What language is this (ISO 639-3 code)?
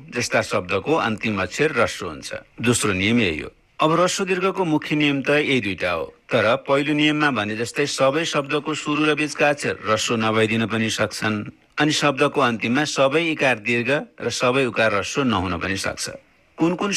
nep